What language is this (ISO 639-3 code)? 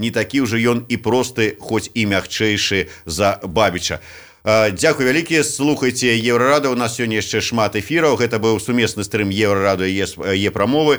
bel